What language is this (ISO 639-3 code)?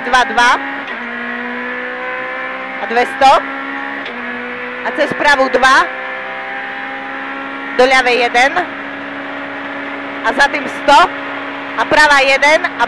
slk